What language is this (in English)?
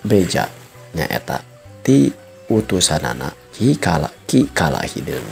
Sundanese